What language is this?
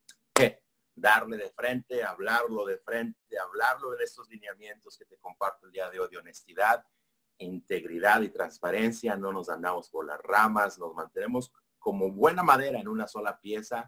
Spanish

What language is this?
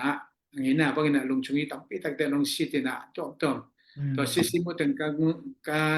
Tedim Chin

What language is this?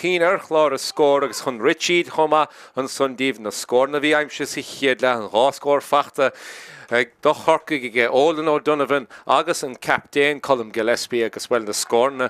Irish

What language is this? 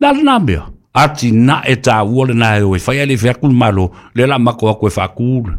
Samoan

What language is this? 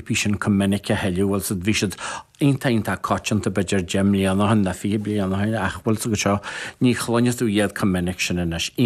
Irish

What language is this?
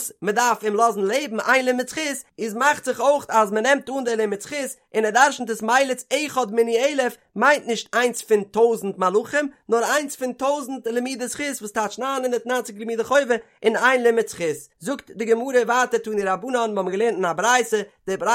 Yiddish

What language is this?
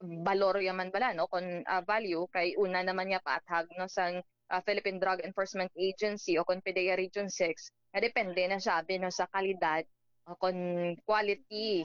Hiligaynon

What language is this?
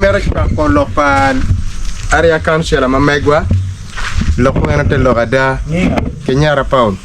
Acoli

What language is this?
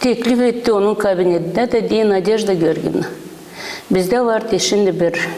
Gagauz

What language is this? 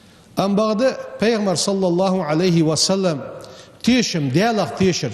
Ingush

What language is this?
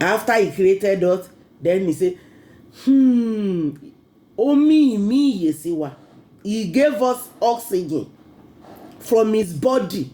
Yoruba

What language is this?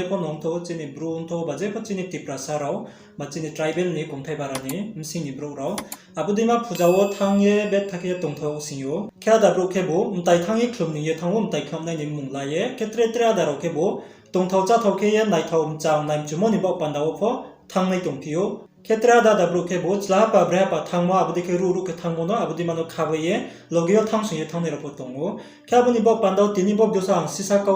Riang (India)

